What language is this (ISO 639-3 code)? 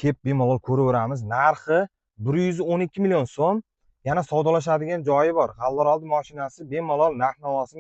uzb